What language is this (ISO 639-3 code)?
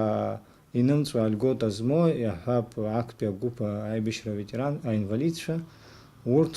abk